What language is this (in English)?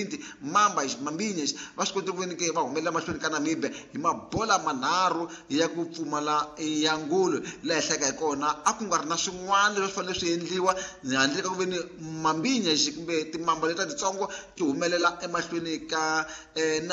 Tsonga